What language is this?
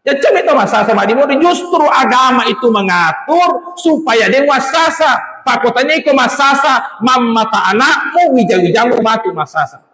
Buginese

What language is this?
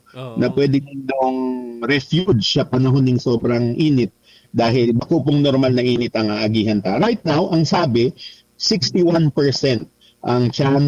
Bikol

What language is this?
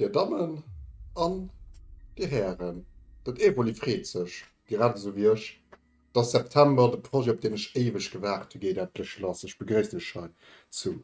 Luxembourgish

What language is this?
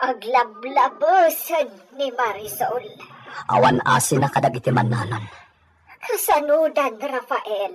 Iloko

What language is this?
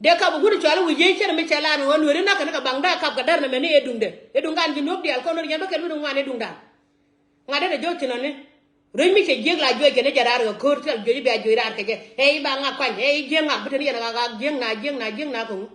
Nuer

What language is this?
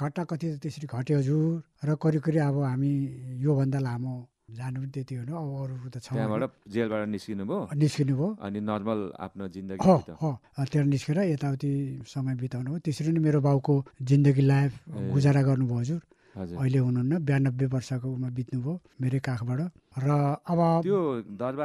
Nepali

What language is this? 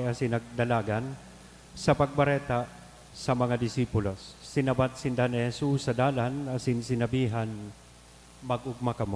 Bikol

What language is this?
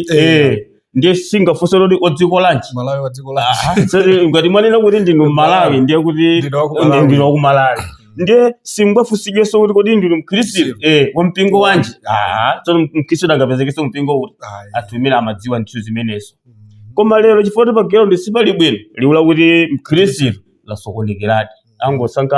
Nyanja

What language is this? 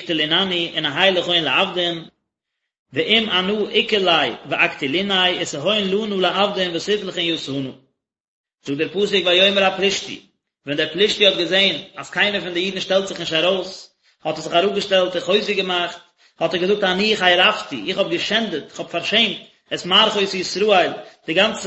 Yiddish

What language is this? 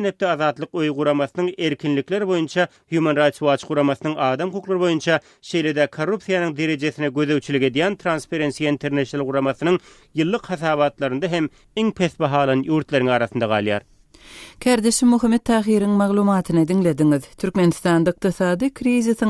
Turkmen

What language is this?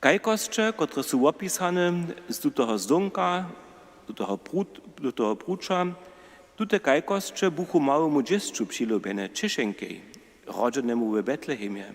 Upper Sorbian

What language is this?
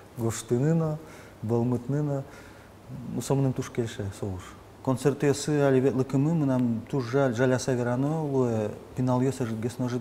Udmurt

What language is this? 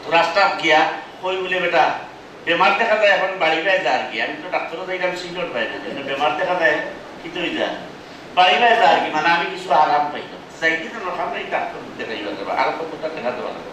Sylheti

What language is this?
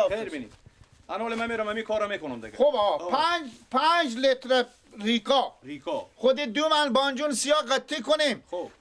Persian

